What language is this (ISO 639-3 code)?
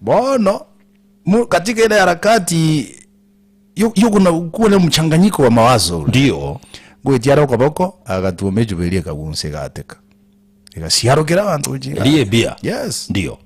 guz